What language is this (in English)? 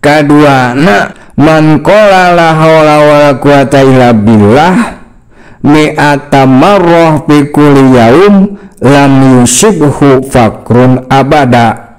Sundanese